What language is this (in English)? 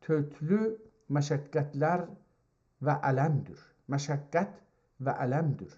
South Azerbaijani